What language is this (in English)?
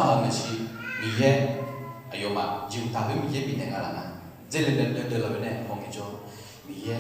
Akha